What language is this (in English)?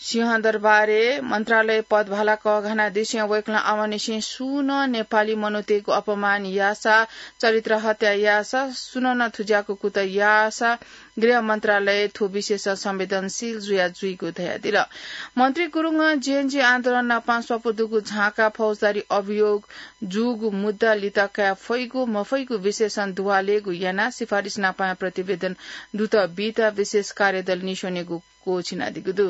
Newari